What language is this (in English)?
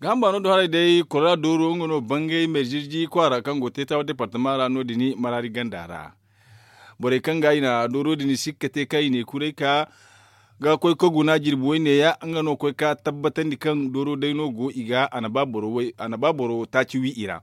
Zarma